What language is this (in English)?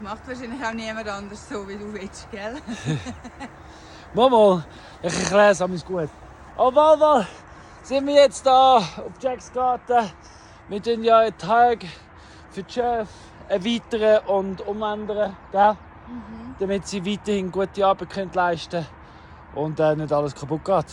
Swiss German